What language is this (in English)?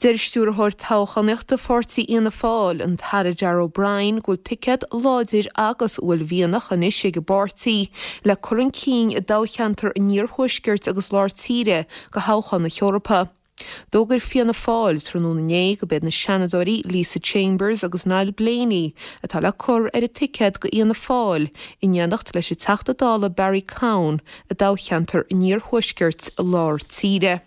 Irish